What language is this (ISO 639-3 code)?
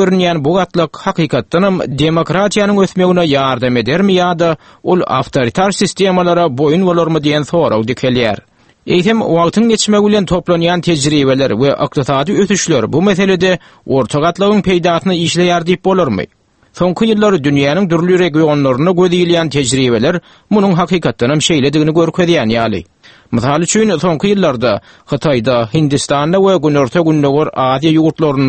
tuk